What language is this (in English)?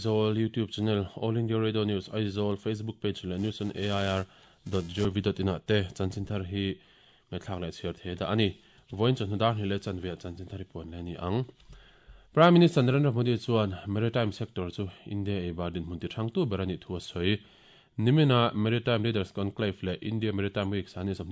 Mizo